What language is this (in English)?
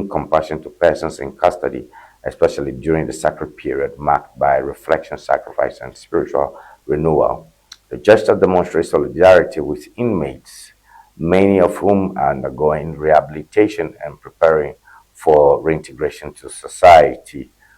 Ewe